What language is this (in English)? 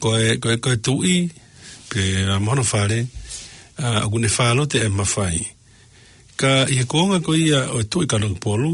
Tongan